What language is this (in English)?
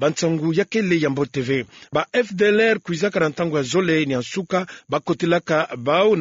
Kituba (Democratic Republic of Congo)